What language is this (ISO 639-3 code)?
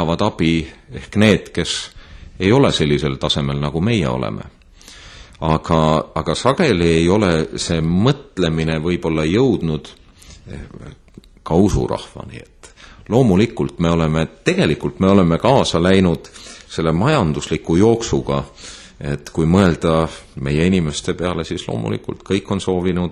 est